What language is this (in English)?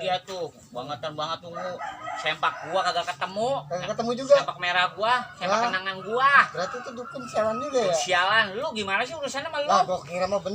Betawi